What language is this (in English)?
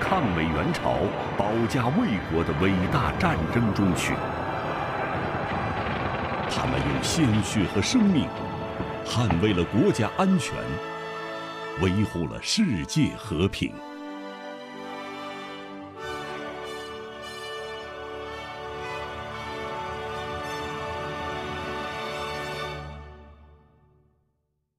Chinese